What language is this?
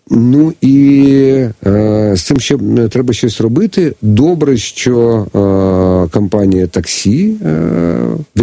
Ukrainian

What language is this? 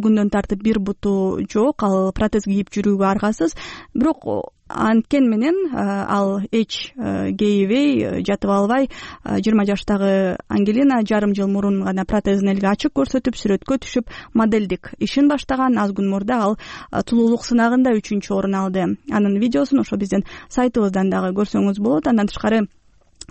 Kyrgyz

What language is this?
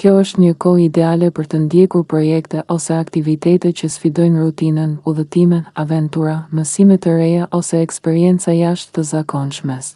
Albanian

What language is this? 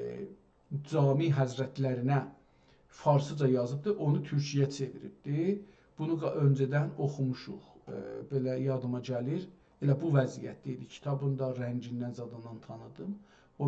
South Azerbaijani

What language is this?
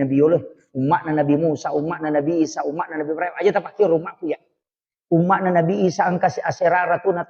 Buginese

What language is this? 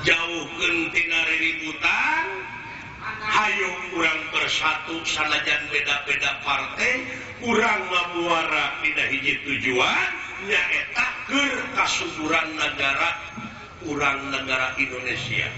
Sundanese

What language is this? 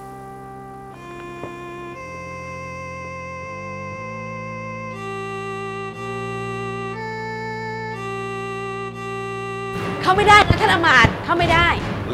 Thai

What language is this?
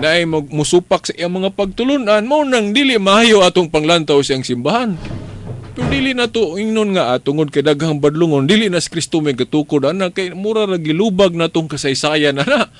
Cebuano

